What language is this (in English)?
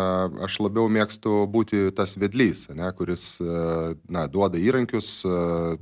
Lithuanian